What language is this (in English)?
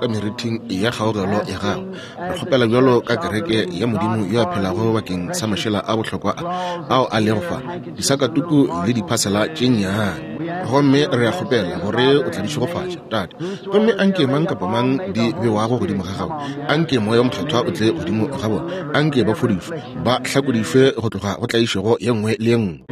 Northern Sotho